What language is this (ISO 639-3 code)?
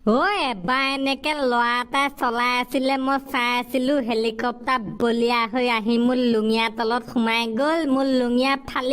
asm